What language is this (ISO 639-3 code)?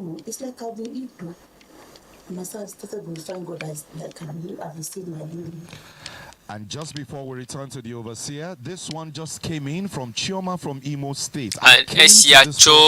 ewe